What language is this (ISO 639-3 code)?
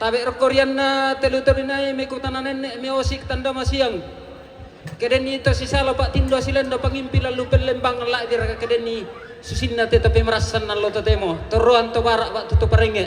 sda